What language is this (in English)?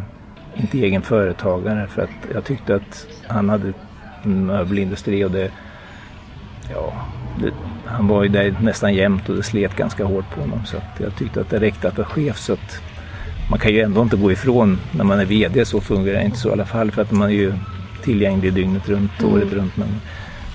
Swedish